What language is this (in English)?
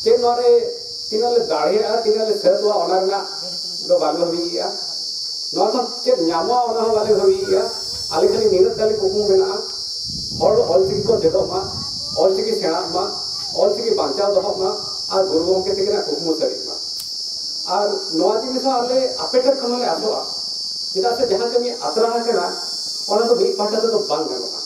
Santali